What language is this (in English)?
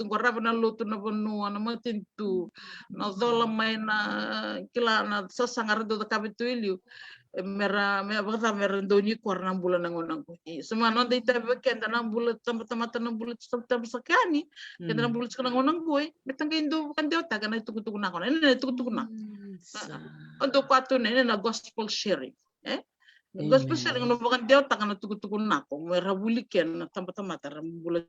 Fijian